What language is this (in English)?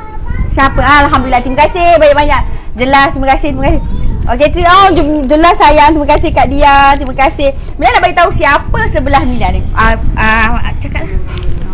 Malay